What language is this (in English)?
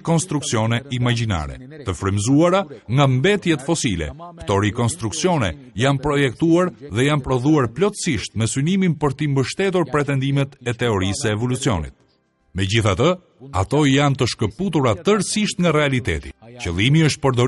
Albanian